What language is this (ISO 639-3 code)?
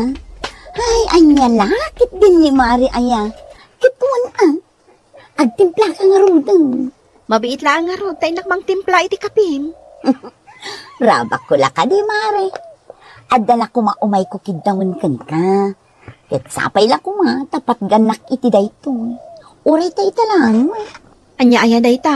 ilo